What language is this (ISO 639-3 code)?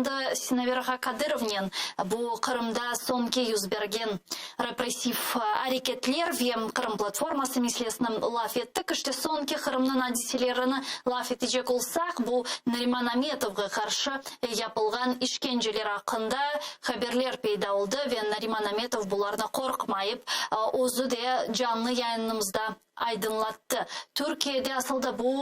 crh